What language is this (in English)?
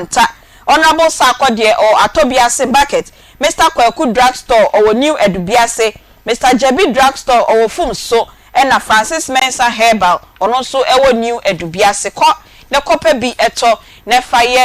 Akan